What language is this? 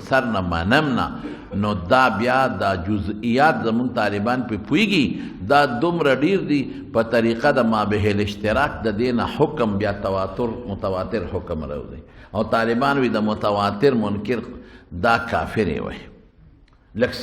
Pashto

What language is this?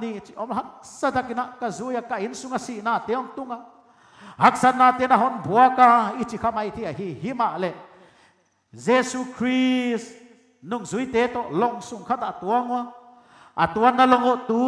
Paite Chin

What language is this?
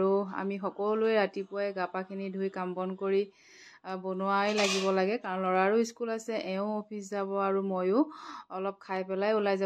Assamese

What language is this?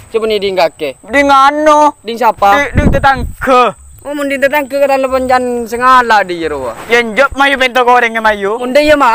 Madurese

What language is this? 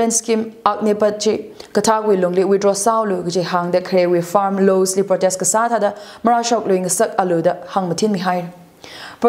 Tangkhul Naga (India)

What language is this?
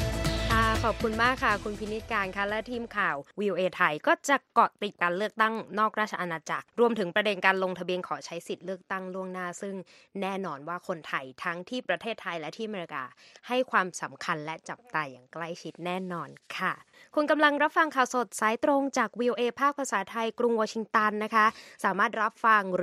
Thai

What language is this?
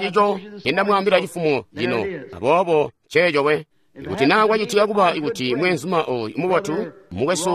Tonga (Zambia)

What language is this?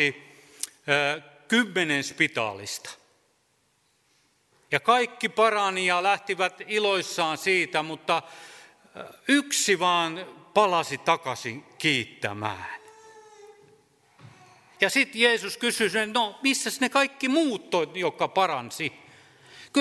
Finnish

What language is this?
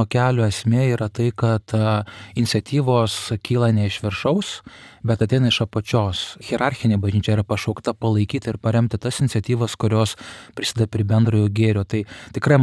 Lithuanian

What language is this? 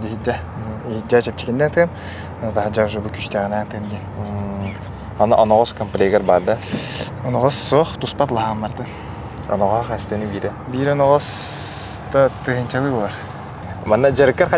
Yakut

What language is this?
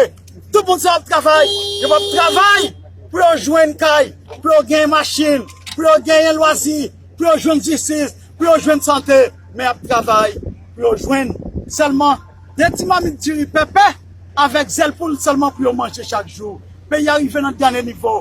Haitian Creole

